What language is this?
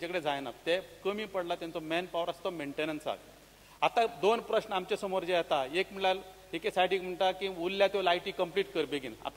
Konkani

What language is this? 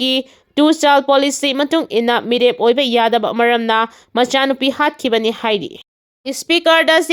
Manipuri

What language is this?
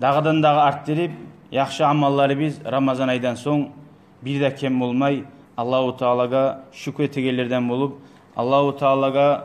Kumyk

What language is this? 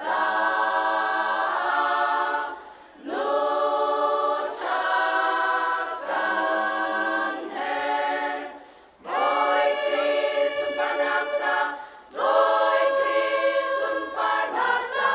Hakha Chin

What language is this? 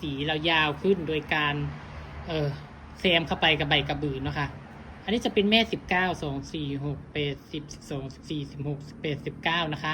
Northeastern Thai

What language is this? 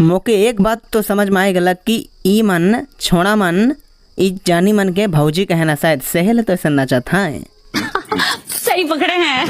Sadri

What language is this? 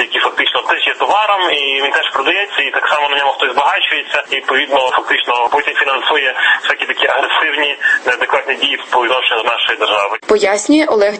Ukrainian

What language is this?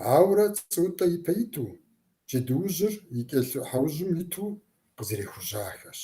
Kabardian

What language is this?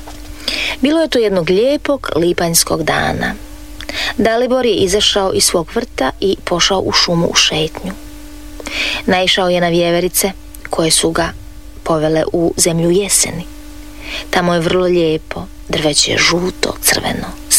Croatian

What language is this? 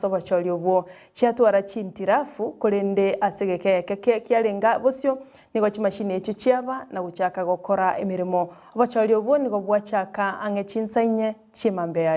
Gusii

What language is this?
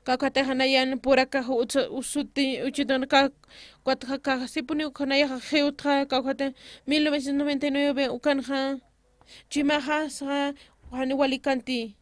Aymara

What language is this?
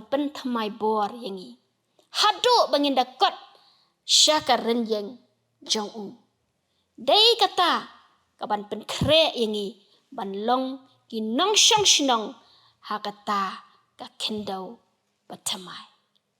Khasi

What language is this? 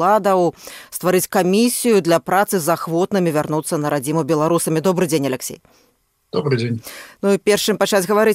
Belarusian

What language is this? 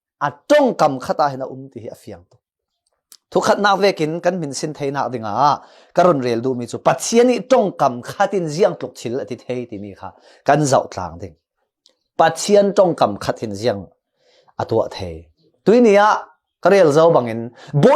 Falam Chin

